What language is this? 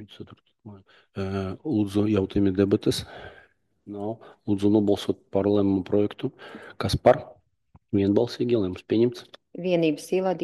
Latvian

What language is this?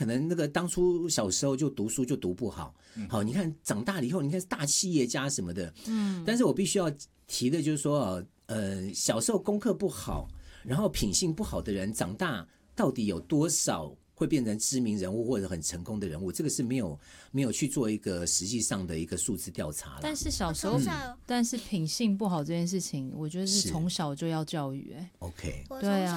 Chinese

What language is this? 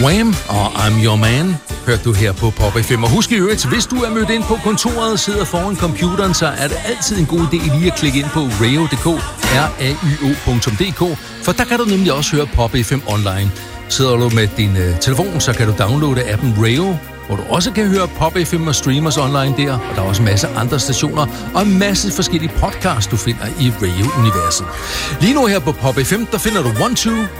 Danish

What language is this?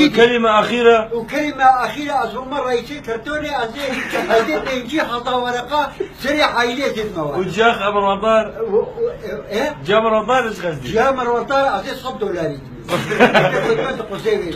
Kurdish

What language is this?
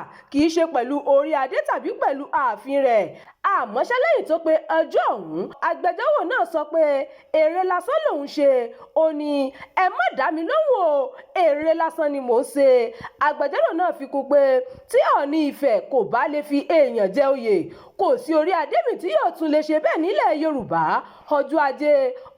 Yoruba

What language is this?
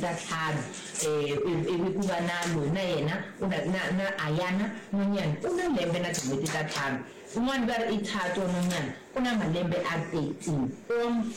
Tsonga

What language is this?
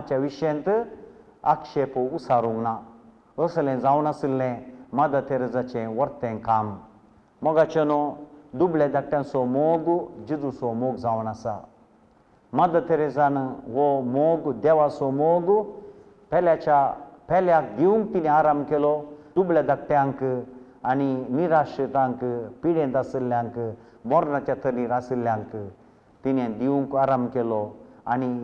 Konkani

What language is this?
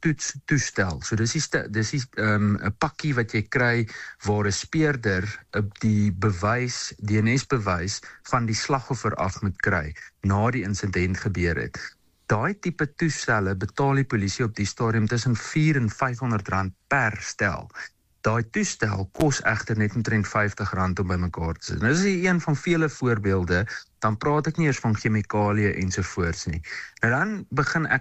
Afrikaans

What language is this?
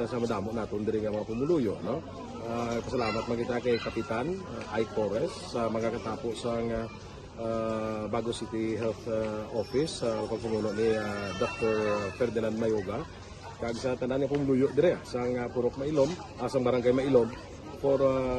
Hiligaynon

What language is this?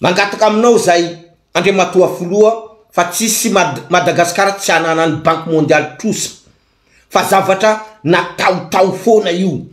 Malagasy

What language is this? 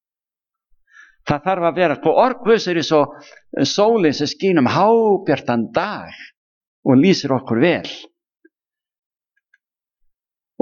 Icelandic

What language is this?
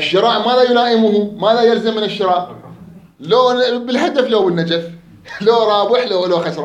Mesopotamian Arabic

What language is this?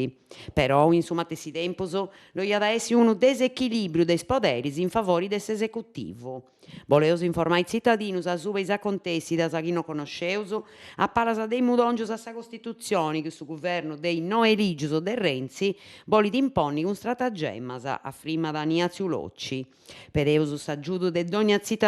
Sardinian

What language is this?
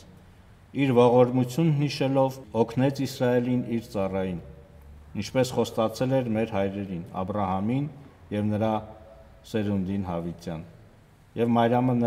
Armenian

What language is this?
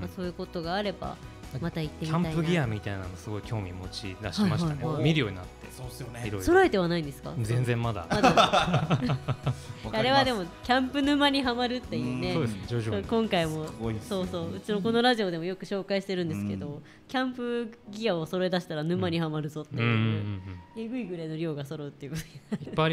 Japanese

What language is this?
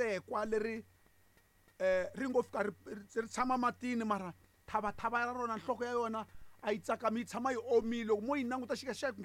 Tsonga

